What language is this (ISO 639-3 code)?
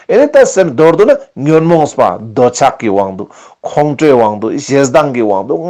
lbj